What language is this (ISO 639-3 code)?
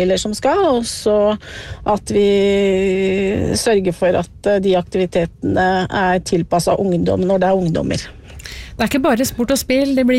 nor